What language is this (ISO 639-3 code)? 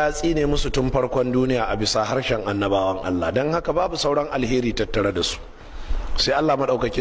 hau